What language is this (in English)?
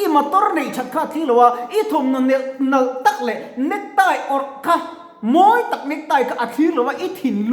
Mizo